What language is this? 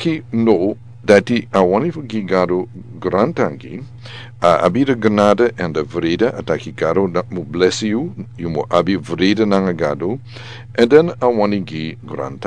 Sranan Tongo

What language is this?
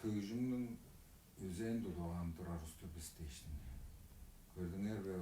Tuvinian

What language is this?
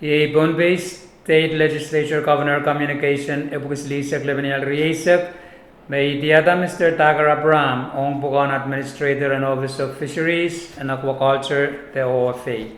Pohnpeian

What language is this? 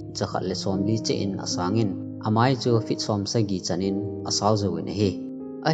Thado Chin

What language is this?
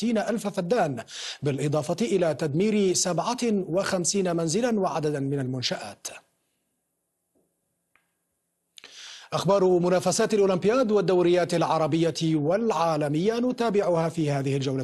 Arabic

